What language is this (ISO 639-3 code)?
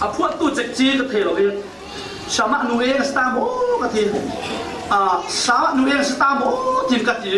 cfm